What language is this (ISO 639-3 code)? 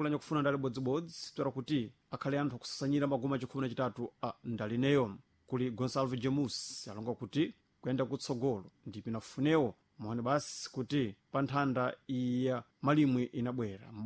seh